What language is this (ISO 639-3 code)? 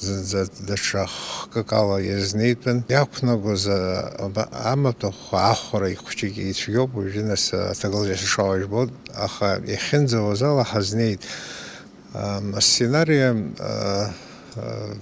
abk